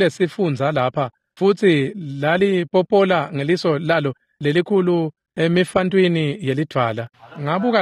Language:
Swati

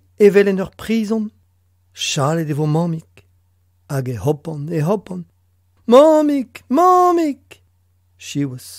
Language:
Breton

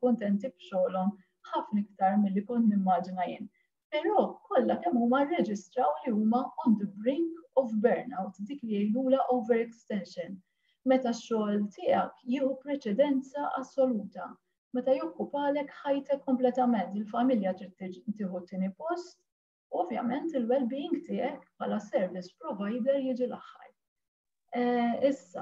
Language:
Maltese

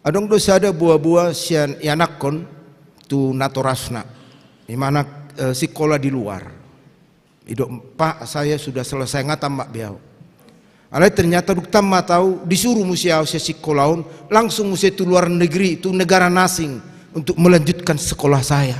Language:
Batak Toba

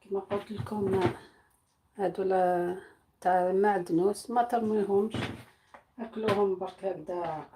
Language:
Algerian Arabic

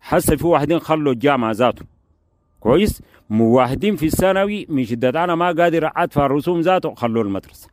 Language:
Sudanese Arabic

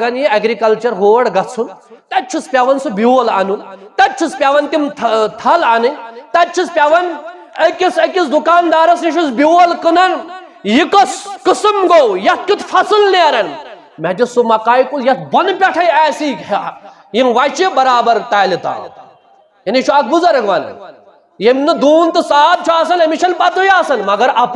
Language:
Kashmiri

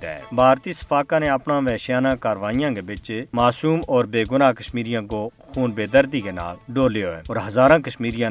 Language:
Gujari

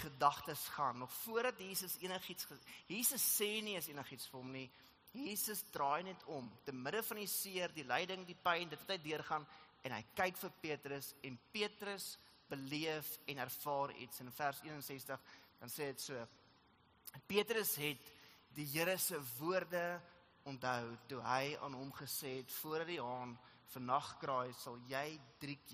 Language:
Afrikaans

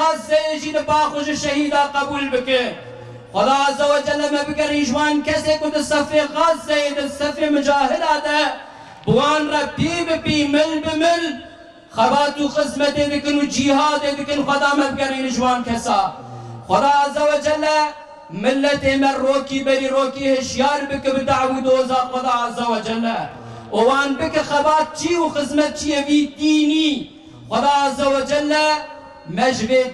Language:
Kurdish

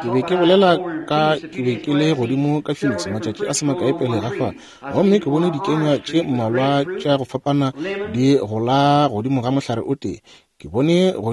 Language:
Northern Sotho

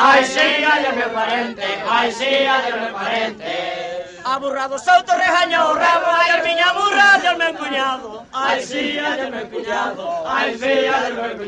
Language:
Galician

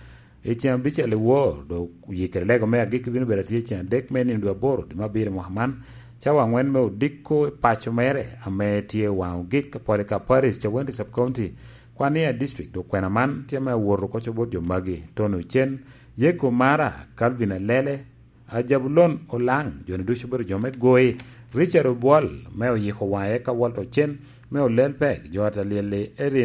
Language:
Lango (Uganda)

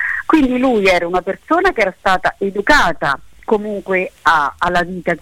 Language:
Italian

